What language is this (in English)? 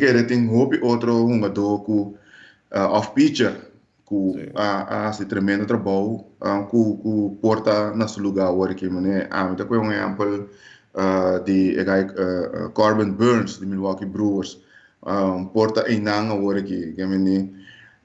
Papiamento